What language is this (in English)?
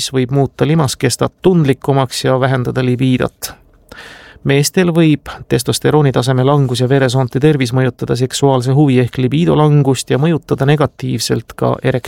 Estonian